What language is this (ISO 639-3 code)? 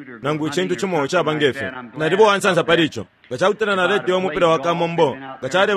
bem